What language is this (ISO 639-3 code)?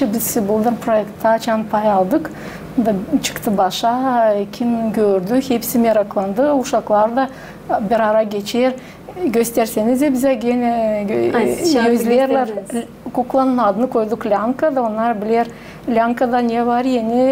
gag